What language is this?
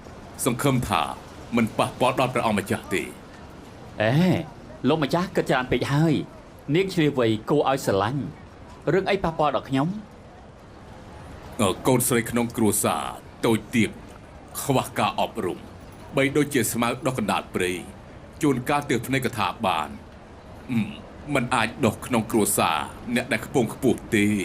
Khmer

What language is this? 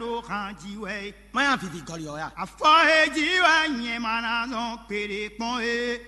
Fon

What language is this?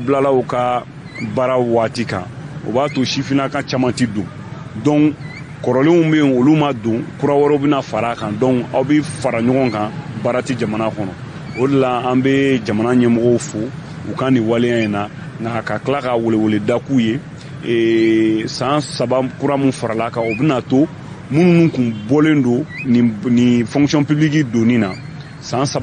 Bambara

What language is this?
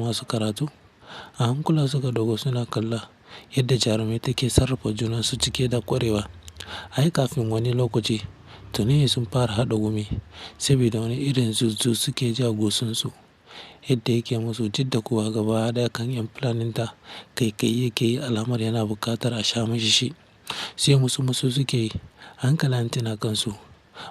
Hausa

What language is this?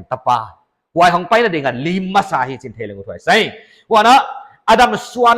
Paite Chin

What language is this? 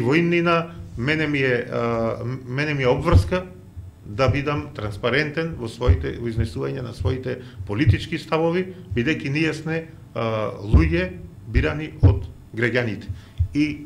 Macedonian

